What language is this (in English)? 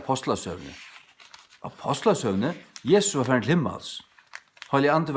Faroese